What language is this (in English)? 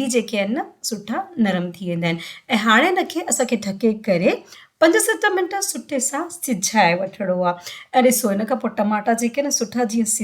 Sindhi